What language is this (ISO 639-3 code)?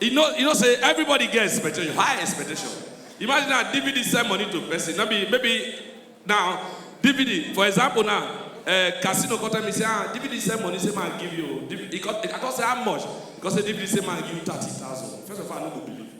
pcm